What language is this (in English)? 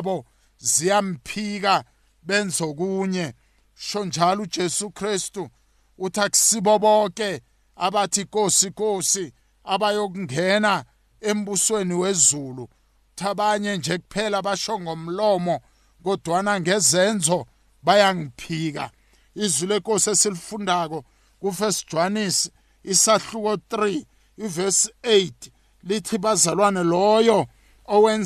South Ndebele